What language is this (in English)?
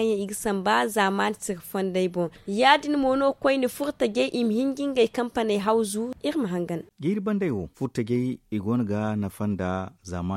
Zarma